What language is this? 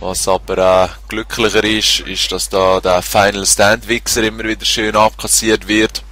Swiss German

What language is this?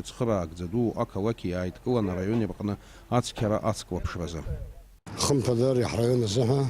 Abkhazian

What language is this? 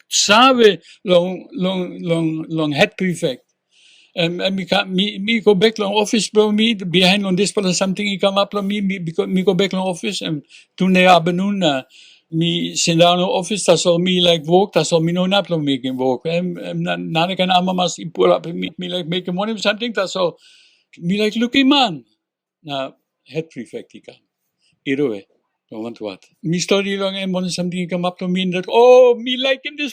Tok Pisin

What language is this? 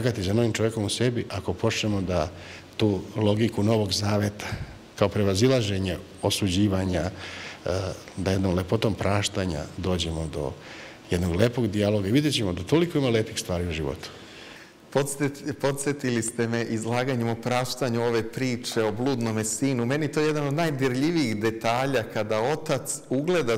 Serbian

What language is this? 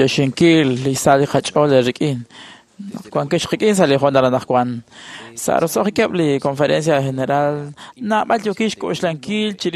Kekchí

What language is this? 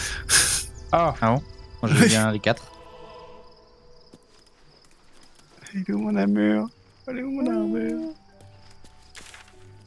French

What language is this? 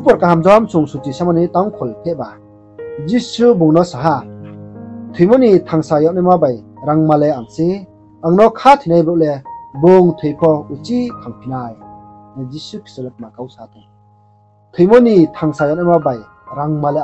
Riang (India)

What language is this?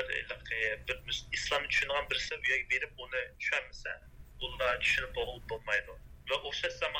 Uyghur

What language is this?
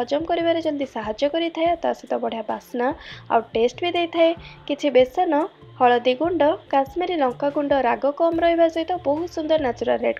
Odia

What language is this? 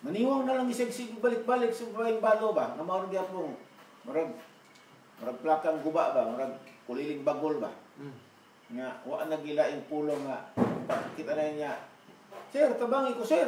Cebuano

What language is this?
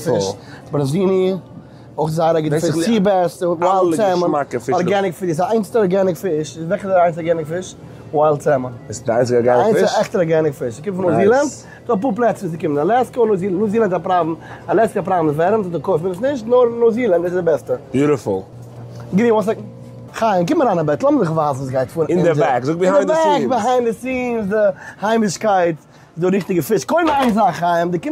Yiddish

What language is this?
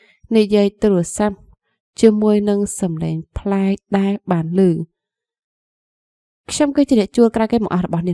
Khmer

